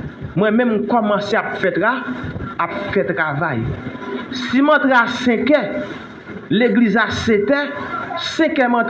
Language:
Haitian Creole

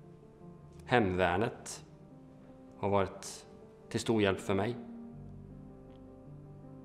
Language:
Swedish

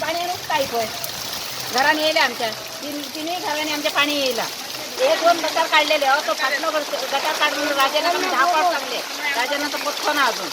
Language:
Konkani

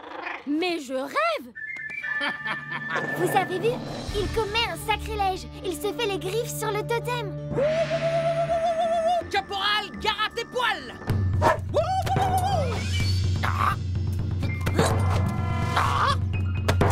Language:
French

